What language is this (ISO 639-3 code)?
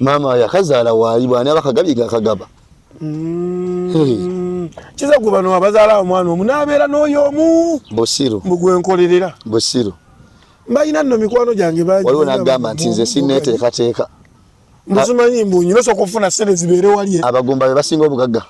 lug